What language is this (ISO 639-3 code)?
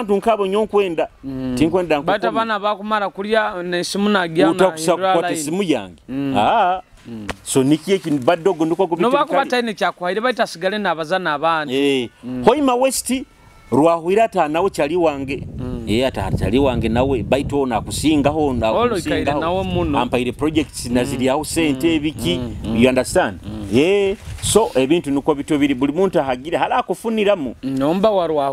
nyo